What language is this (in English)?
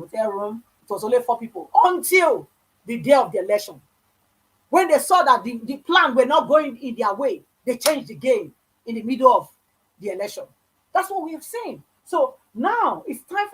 Nigerian Pidgin